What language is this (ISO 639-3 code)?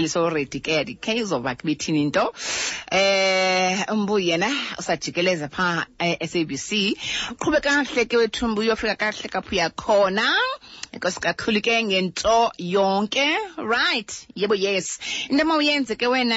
xho